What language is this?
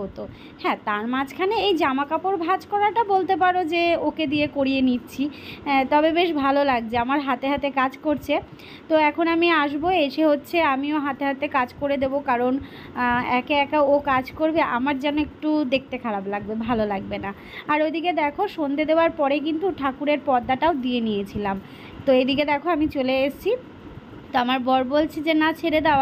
Bangla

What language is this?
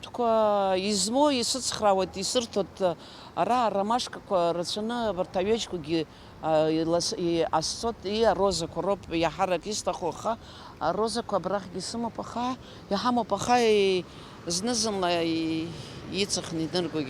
Abkhazian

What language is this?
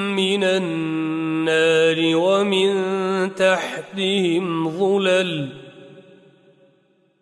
Arabic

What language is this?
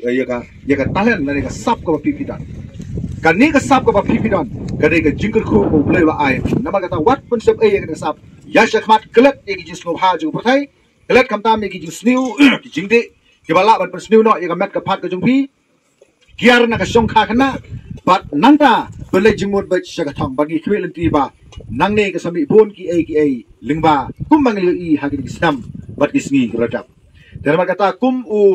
Khasi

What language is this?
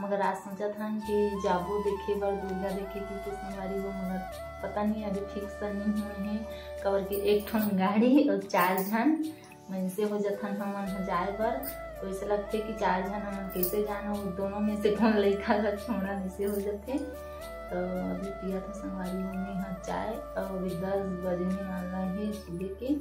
Chhattisgarhi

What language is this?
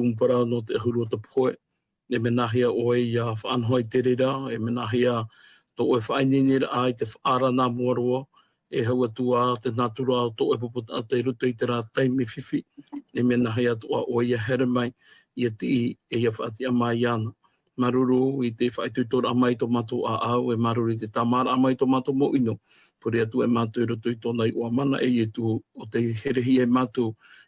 Tahitian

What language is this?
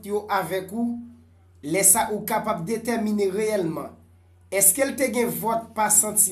Haitian Creole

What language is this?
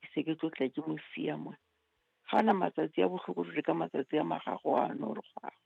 Southern Sotho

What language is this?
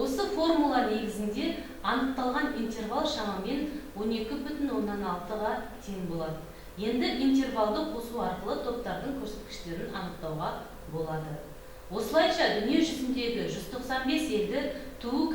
Kazakh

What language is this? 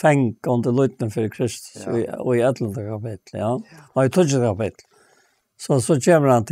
Faroese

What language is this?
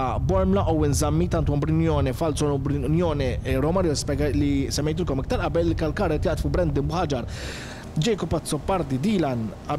Maltese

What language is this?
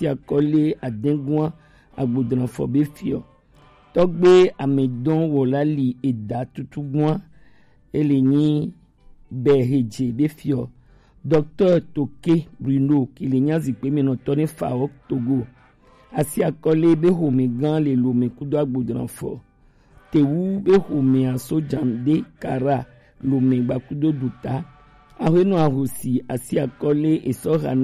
Gen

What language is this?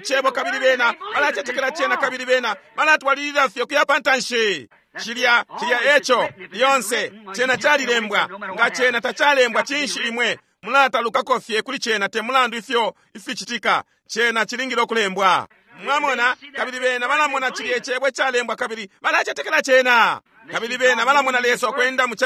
Bemba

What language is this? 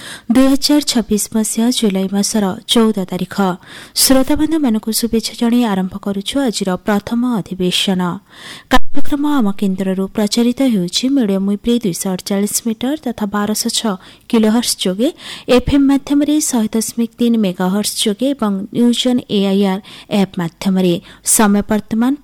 Odia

